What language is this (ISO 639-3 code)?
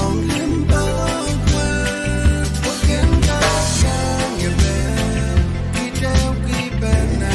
pon